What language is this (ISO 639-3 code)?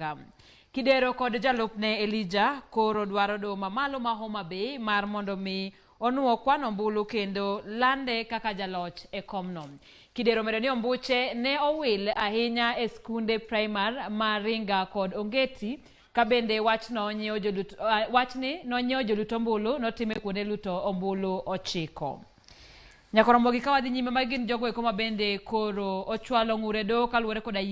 luo